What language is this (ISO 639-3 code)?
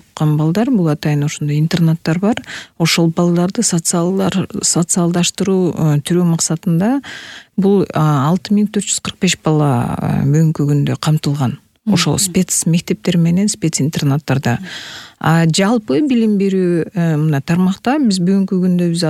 kir